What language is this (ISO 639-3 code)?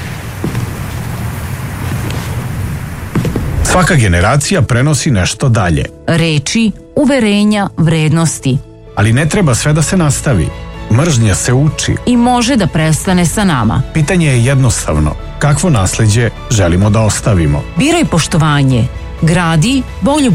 srp